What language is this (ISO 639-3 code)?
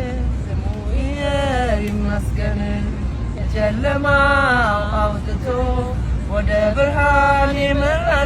amh